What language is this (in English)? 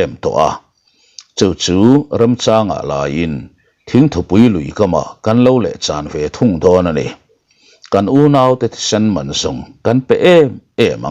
Mizo